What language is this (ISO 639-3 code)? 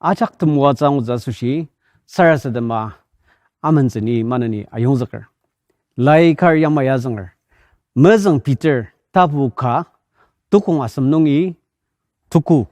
njo